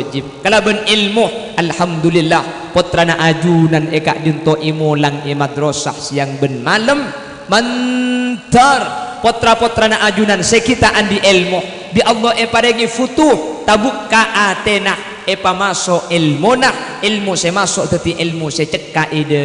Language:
Madurese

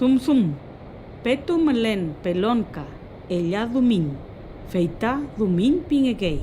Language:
Mapuche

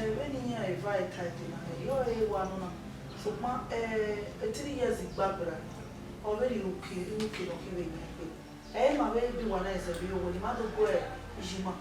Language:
Bini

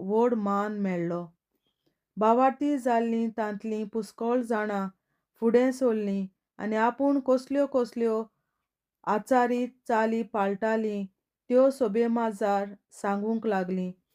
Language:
Konkani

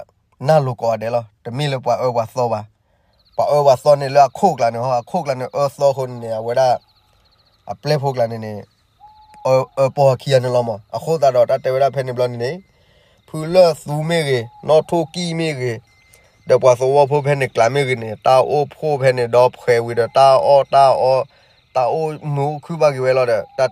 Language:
S'gaw Karen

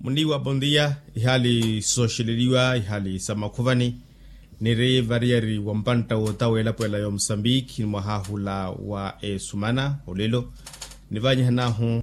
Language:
Makhuwa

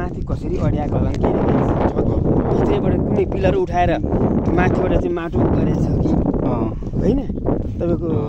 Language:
Nepali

